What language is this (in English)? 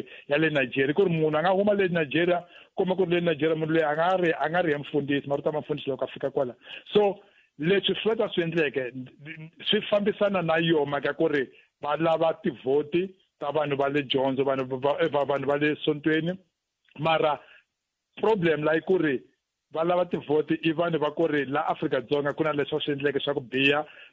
Tsonga